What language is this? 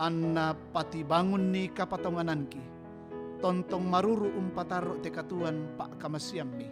Toraja-Sa'dan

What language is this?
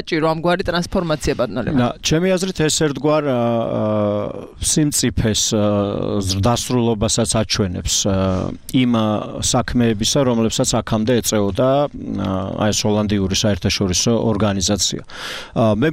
Georgian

